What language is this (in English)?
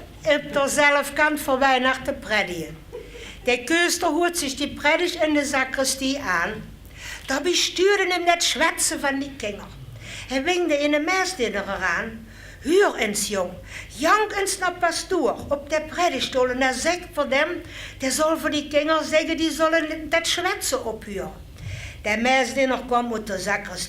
Limburgish